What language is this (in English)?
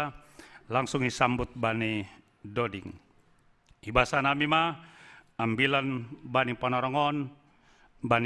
Batak Simalungun